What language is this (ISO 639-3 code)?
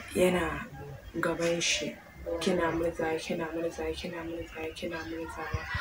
hau